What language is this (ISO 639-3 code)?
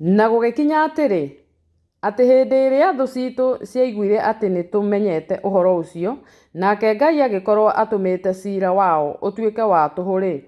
kik